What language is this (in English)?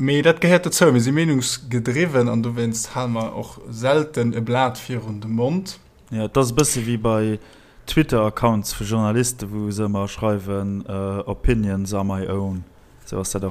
Luxembourgish